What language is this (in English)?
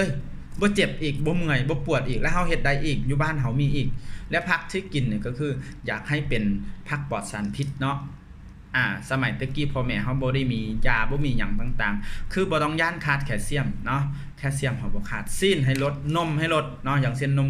Lao